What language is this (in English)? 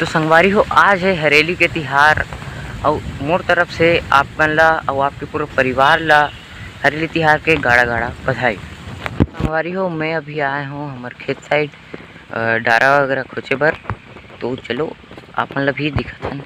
Chhattisgarhi